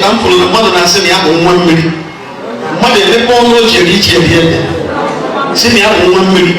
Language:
Igbo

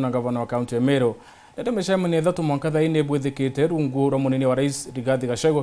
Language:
Meru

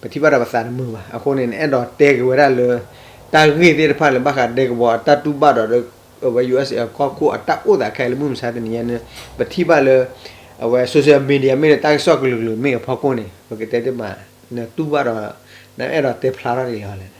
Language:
S'gaw Karen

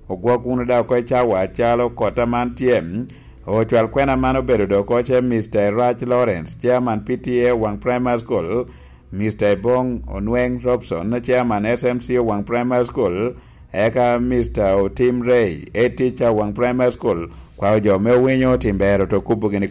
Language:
Lango (Uganda)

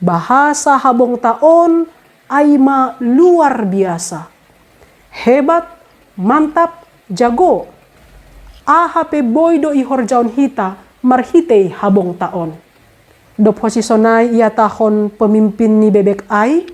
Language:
Batak Simalungun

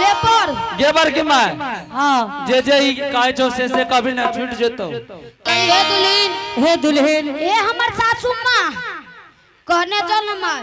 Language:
Angika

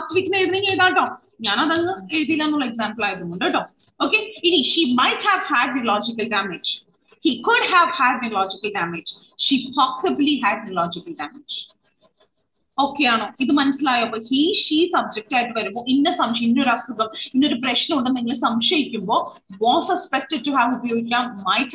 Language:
Malayalam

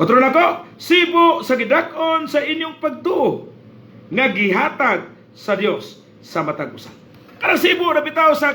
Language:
Cebuano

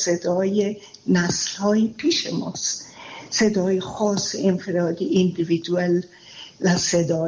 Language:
Persian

